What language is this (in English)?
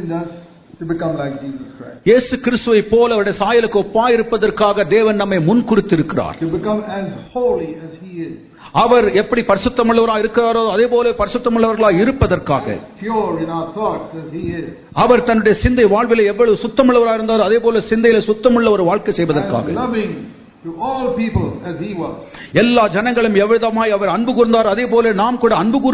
Tamil